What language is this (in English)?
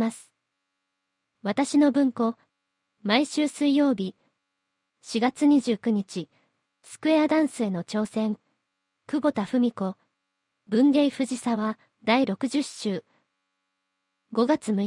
Japanese